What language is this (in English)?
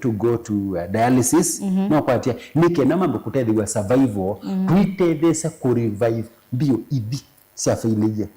Kamba